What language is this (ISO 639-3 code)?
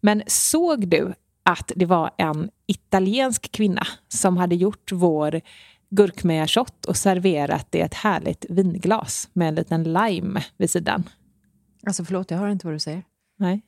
swe